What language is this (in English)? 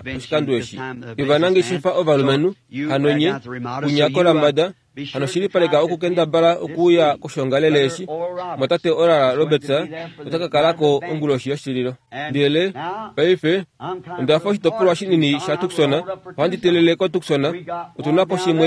Kuanyama